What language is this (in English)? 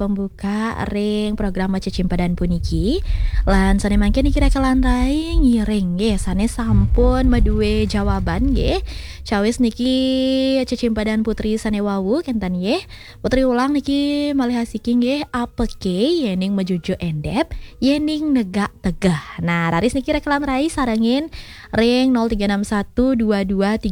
Balinese